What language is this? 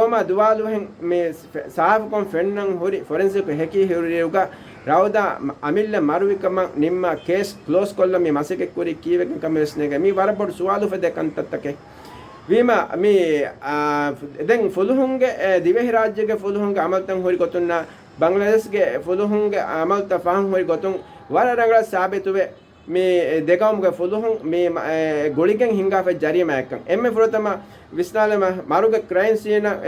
Divehi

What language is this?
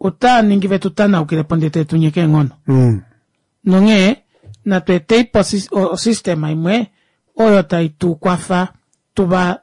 Kuanyama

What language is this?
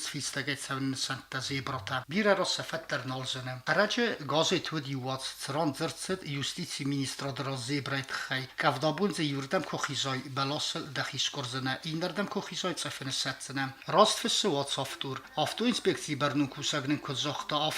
Ossetic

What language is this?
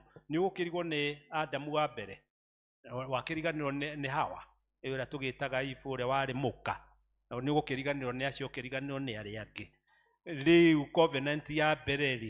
Kikuyu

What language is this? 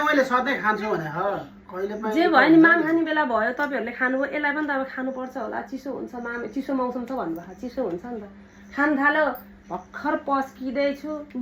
Nepali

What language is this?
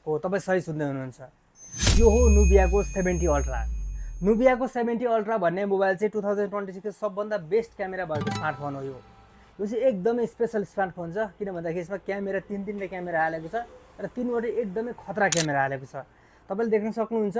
Nepali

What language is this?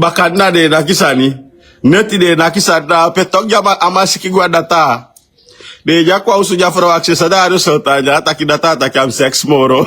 Sranan Tongo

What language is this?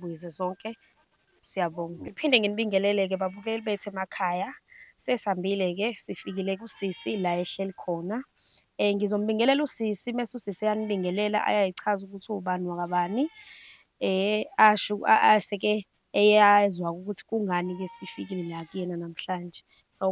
Zulu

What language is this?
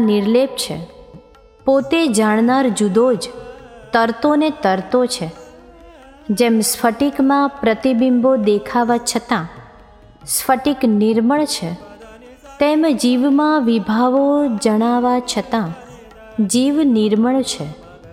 Gujarati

